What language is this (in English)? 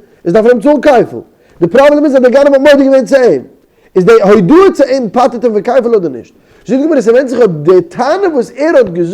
Yiddish